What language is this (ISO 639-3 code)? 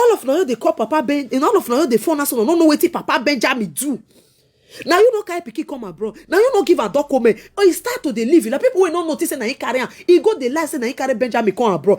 pcm